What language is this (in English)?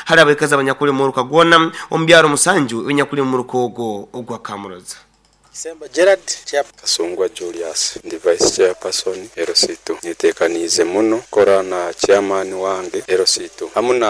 Nyoro